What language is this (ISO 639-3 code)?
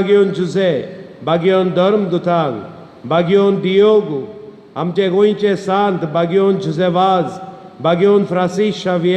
kok